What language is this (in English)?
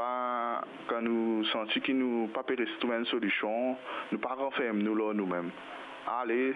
Morisyen